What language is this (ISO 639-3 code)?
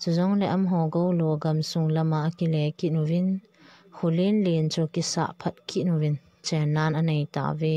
tcz